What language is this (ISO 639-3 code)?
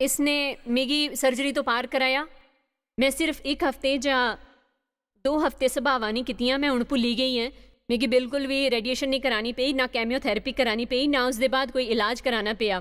doi